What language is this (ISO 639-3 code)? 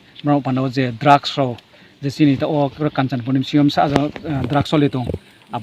ria